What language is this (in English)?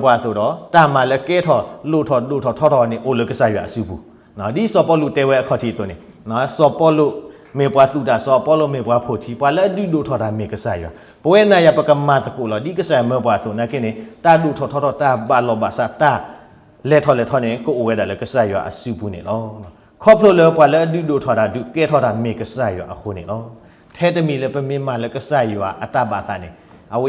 S'gaw Karen